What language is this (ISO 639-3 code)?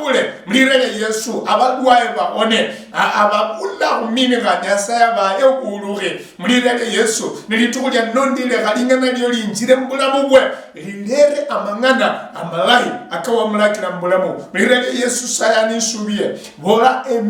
luy